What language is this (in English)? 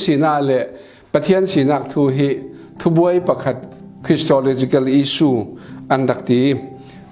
Falam Chin